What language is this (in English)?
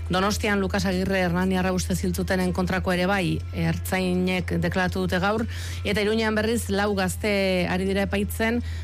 Basque